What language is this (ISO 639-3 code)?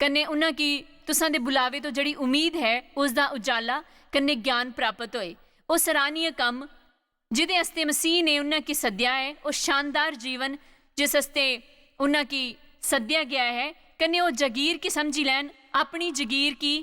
doi